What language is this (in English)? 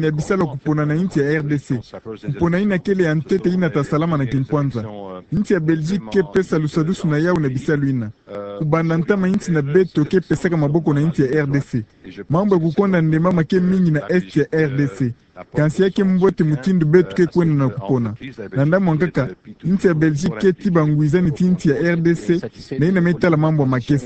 Kituba (Democratic Republic of Congo)